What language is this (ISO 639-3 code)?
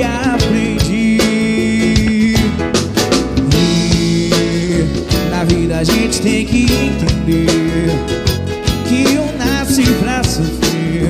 por